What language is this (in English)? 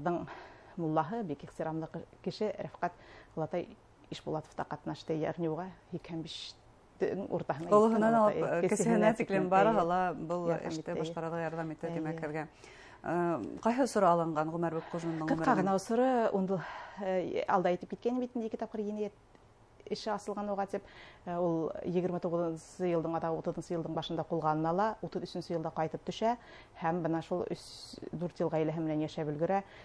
Bashkir